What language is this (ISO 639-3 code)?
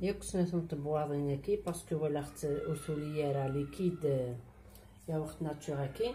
kab